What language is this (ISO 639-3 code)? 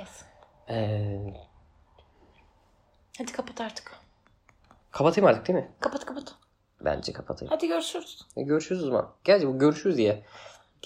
tur